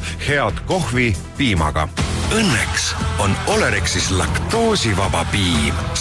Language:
Estonian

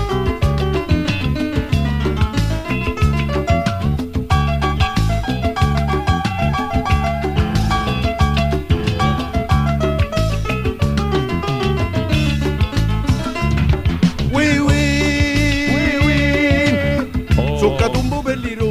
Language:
Italian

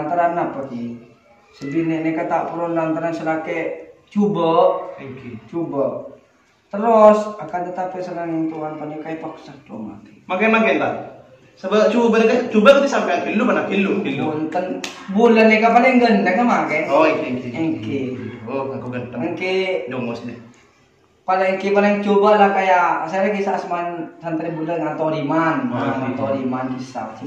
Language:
Madurese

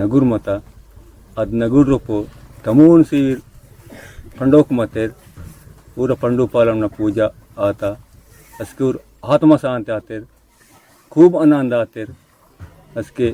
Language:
Aheri Gondi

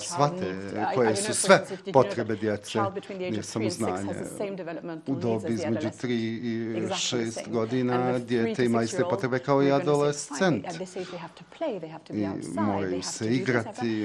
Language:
Bosnian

